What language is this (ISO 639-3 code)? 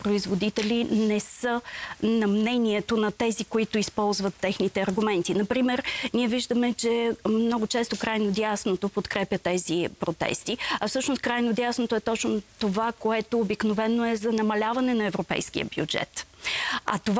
bul